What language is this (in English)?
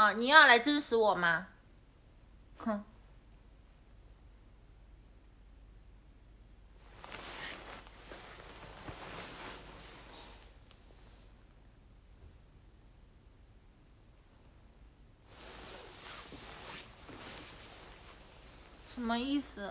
Chinese